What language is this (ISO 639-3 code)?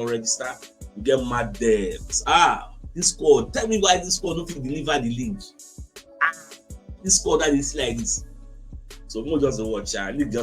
pcm